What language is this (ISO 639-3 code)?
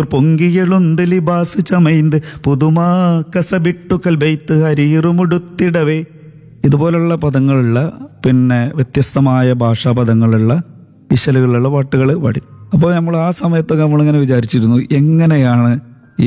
mal